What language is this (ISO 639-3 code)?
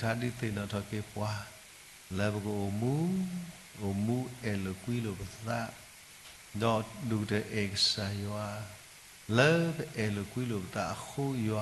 ksw